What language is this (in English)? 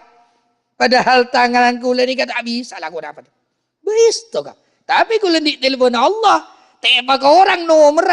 Madurese